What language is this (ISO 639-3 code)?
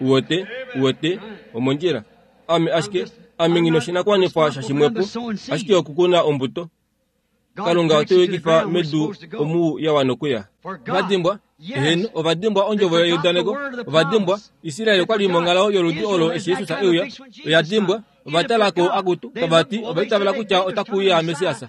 kua